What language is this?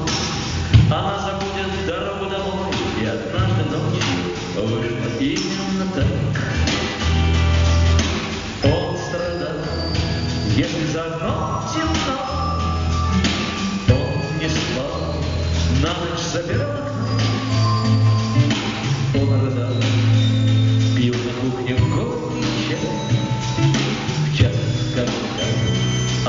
Russian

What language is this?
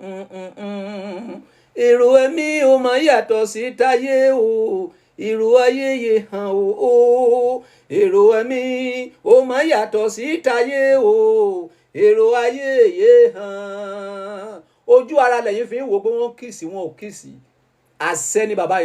Yoruba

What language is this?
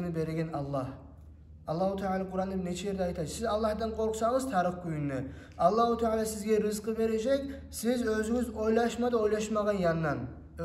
Kumyk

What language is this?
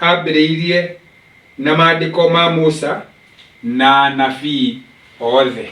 Kikuyu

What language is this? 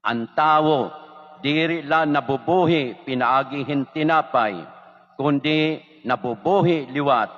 Waray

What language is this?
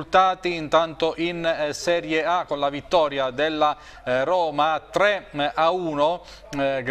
Italian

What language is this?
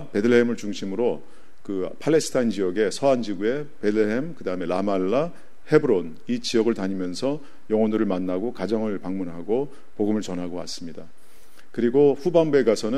Korean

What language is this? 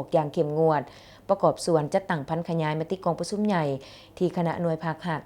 Lao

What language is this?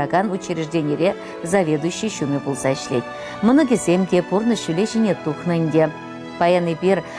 Chuvash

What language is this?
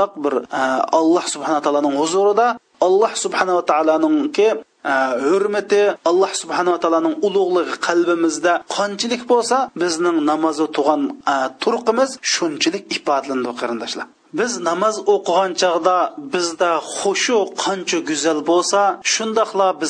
Uyghur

